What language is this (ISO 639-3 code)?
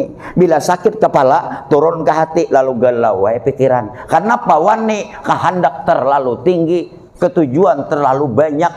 bjn